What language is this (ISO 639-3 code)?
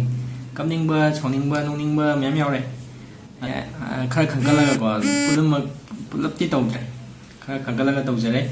mni